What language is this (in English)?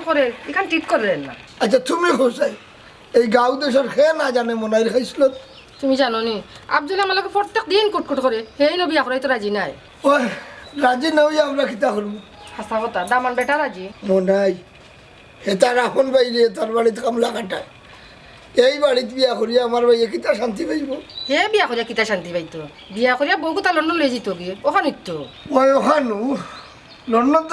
Sylheti